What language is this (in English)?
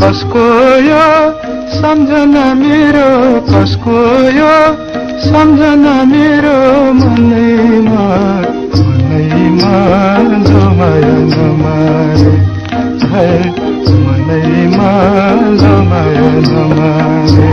Newari